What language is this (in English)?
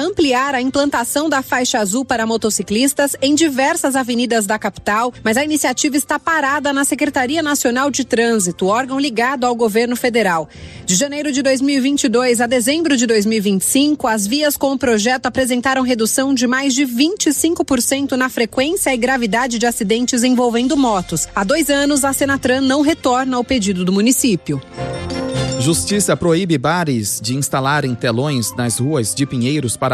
Portuguese